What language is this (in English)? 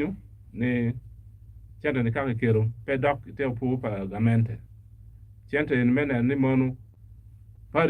Acoli